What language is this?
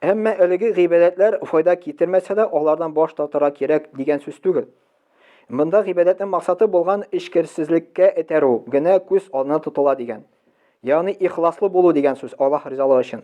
Tatar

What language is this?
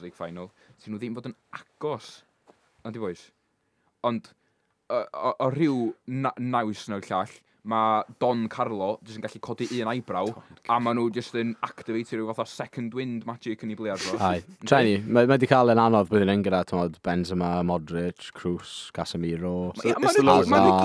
Welsh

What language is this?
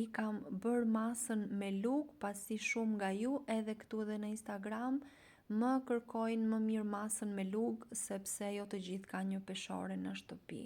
Albanian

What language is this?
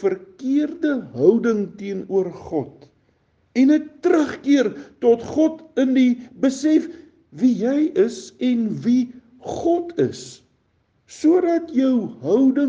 Afrikaans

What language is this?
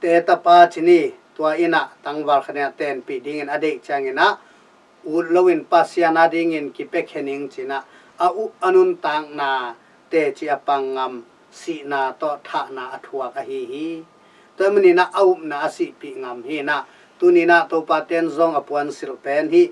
Tedim Chin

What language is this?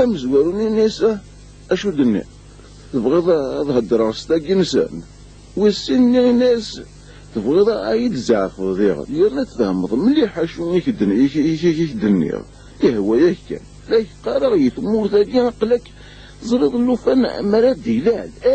Kabyle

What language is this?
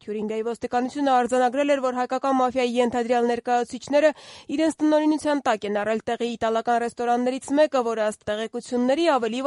Armenian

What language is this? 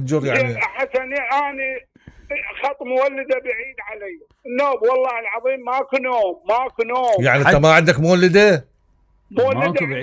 Mesopotamian Arabic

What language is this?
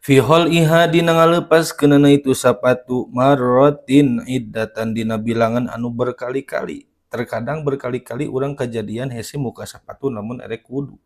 Sundanese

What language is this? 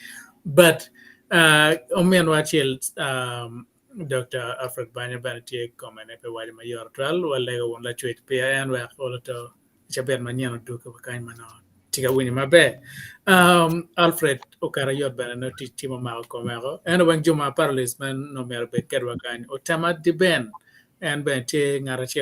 Acoli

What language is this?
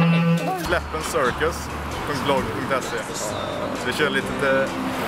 Swedish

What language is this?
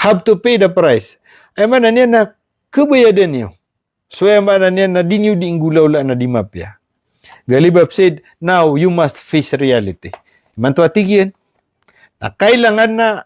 Maranao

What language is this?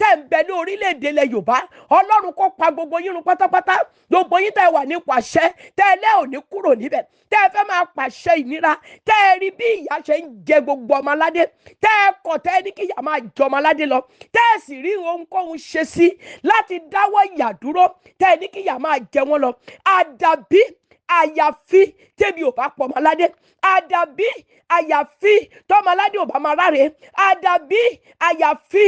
Yoruba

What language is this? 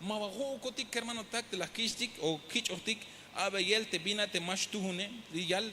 Tzeltal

